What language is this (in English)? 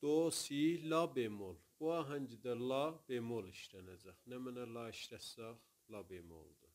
South Azerbaijani